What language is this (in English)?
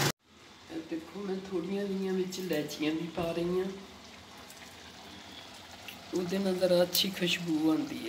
Punjabi